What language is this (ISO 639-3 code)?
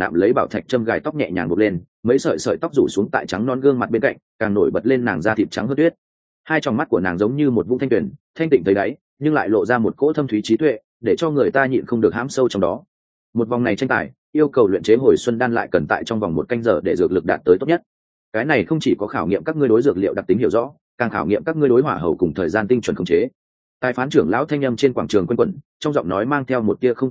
vie